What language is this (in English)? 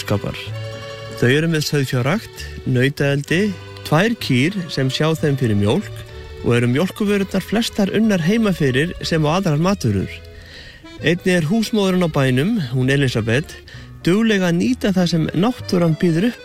Icelandic